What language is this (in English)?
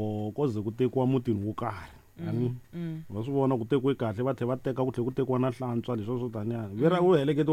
Tsonga